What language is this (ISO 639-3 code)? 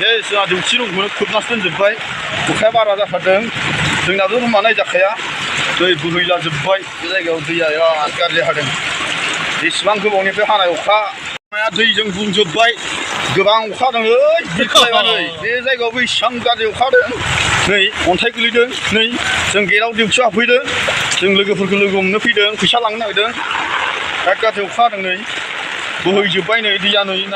brx